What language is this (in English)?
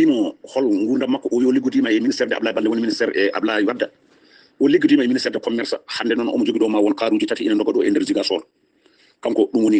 Fula